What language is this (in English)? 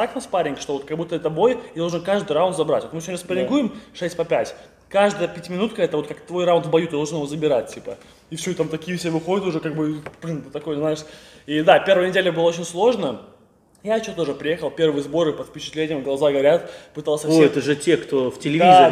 Russian